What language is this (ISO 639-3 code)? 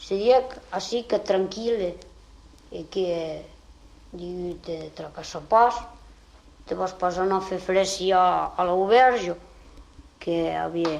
oci